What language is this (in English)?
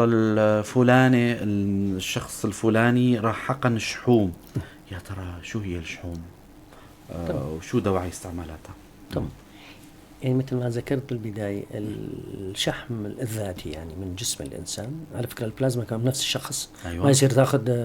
North Levantine Arabic